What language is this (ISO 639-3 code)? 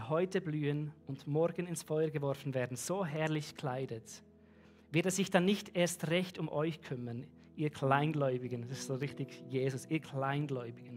gsw